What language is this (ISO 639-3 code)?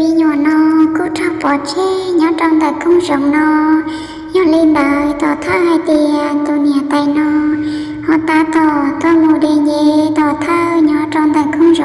hmn